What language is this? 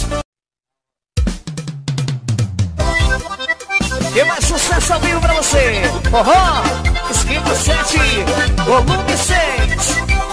Portuguese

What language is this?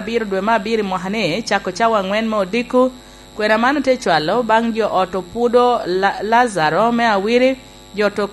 Lango (Uganda)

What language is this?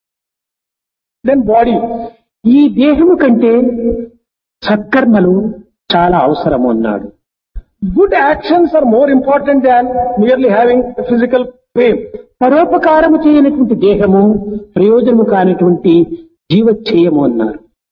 Telugu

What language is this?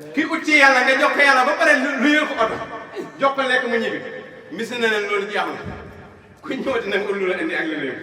Wolof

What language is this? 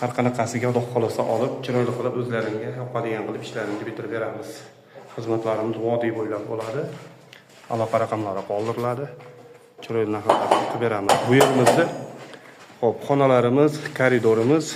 Uzbek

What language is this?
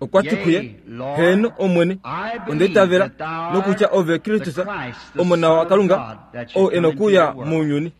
Kuanyama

